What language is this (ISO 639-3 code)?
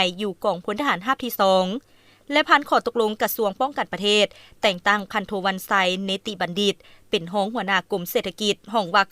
lao